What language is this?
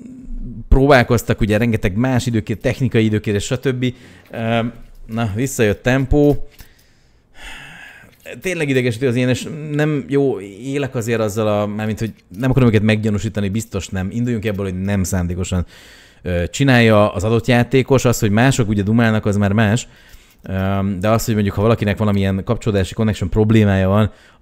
Hungarian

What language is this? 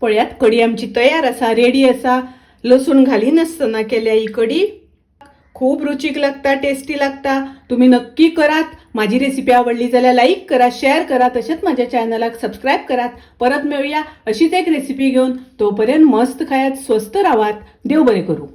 Konkani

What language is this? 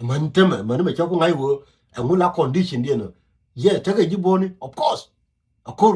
Nuer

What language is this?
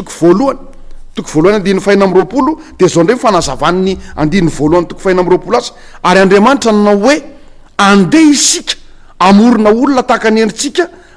Malagasy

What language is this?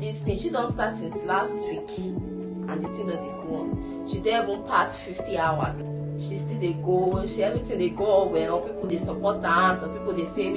Nigerian Pidgin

